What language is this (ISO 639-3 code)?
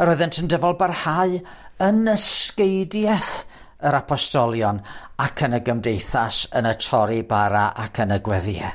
cym